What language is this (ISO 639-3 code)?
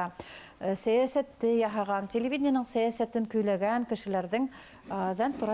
bak